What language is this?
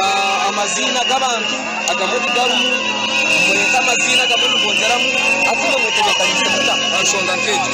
Nyankole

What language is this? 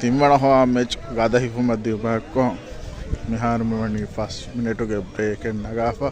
Divehi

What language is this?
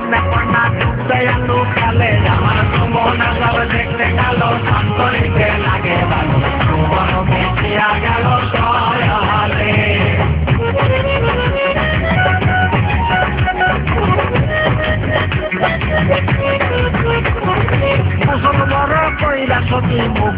Bangla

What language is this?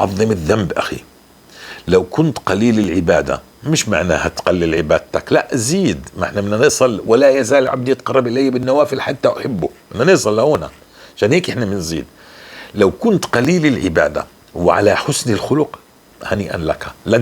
North Levantine Arabic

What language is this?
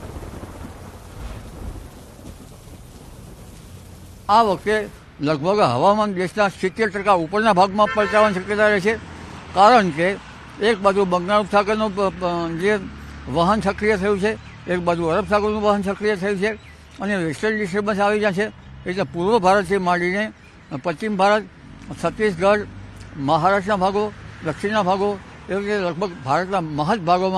Gujarati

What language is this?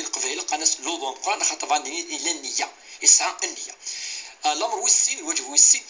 Kabyle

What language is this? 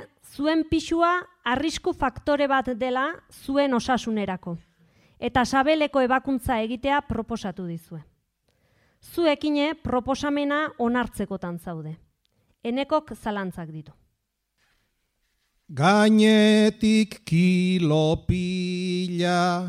Basque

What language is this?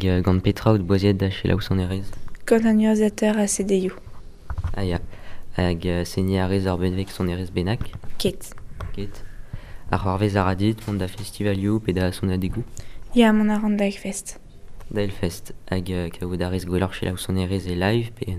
Breton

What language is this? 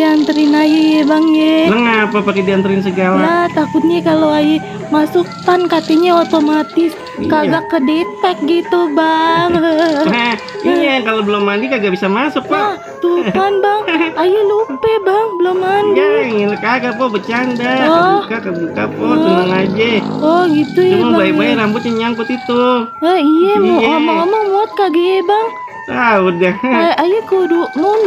Betawi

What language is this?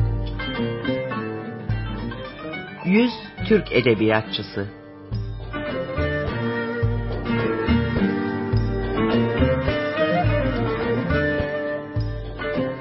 Turkish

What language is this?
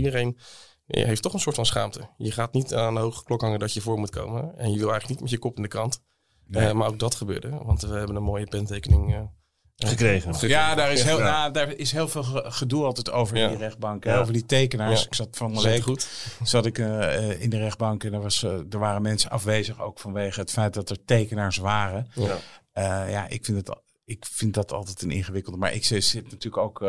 Dutch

